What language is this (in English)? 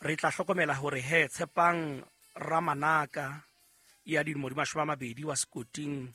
Southern Sotho